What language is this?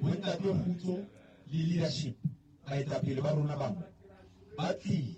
Southern Sotho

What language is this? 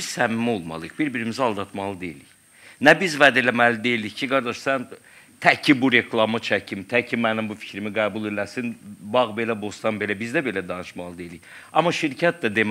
Azerbaijani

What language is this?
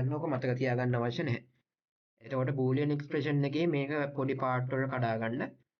Sinhala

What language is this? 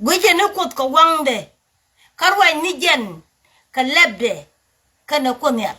Nuer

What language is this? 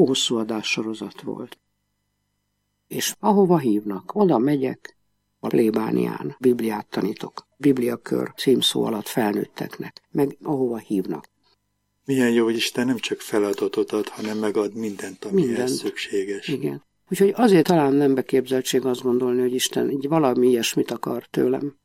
Hungarian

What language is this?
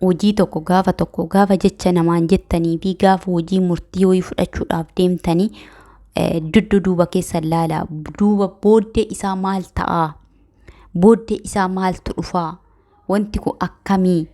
Oromo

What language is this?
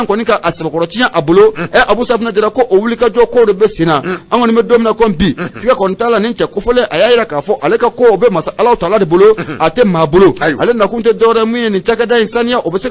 Bambara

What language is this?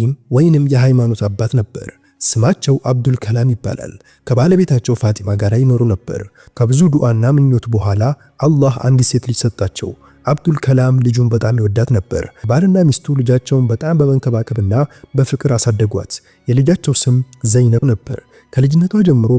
Amharic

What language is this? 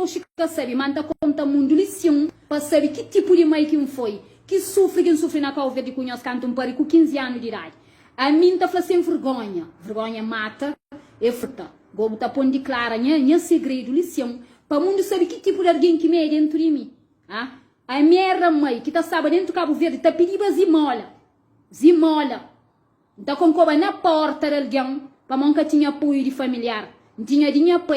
Kabuverdianu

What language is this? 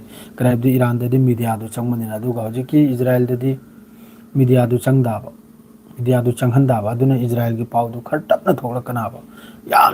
Manipuri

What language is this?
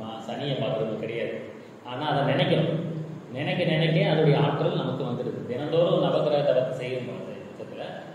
Tamil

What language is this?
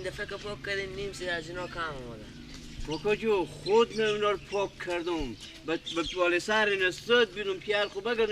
Persian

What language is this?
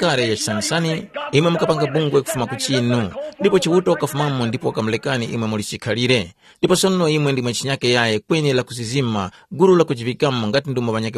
Tumbuka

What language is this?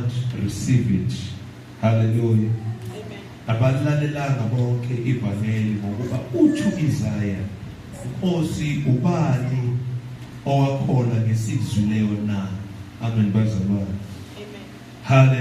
Zulu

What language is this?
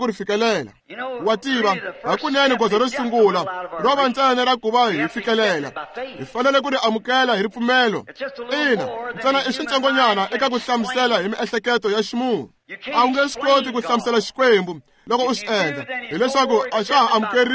Tsonga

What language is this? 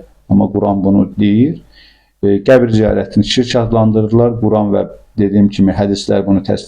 Azerbaijani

